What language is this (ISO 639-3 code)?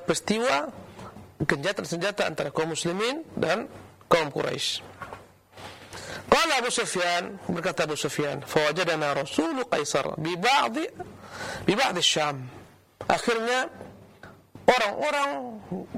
ind